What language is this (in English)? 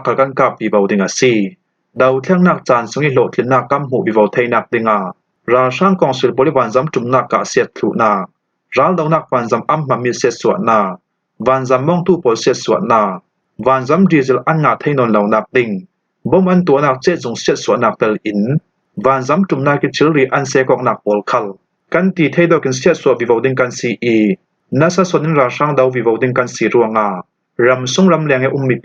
Falam Chin